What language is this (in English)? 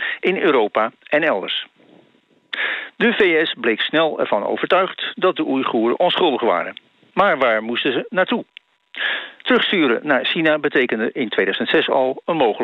Dutch